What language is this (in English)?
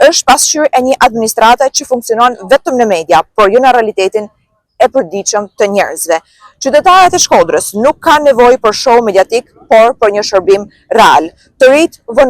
Albanian